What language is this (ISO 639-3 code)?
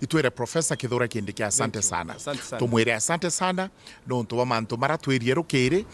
mer